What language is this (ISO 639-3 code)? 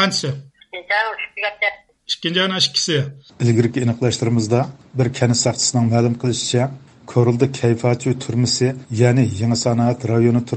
uig